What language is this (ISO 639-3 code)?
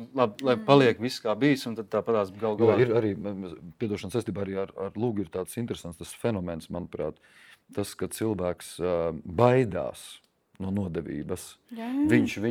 lav